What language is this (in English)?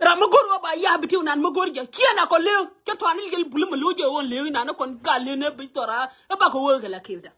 Nuer